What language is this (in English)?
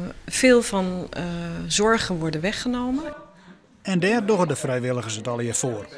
Western Frisian